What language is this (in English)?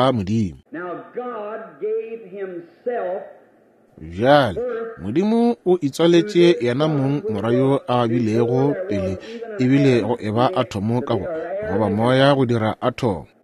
Northern Sotho